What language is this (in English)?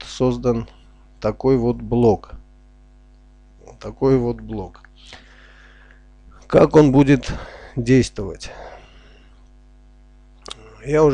Russian